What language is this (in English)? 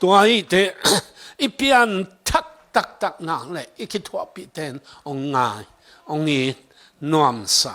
Tedim Chin